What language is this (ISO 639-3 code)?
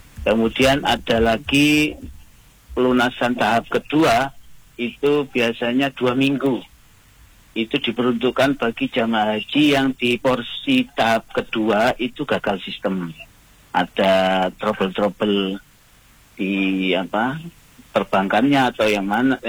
ind